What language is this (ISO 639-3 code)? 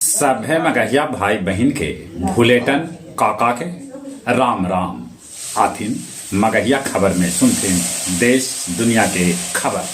mag